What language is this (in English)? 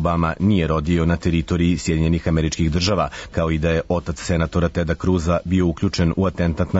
Serbian